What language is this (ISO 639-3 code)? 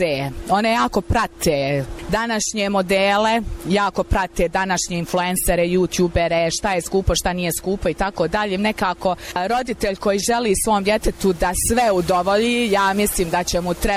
bos